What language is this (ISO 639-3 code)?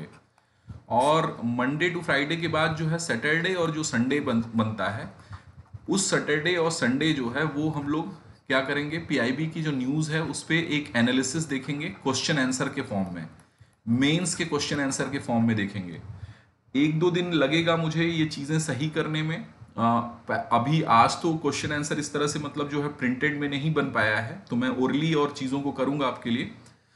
hin